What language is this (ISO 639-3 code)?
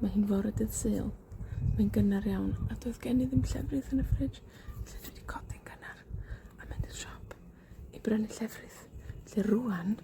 cym